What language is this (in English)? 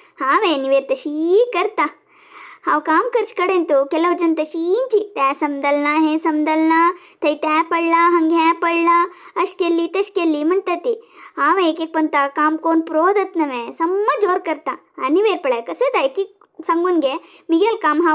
Konkani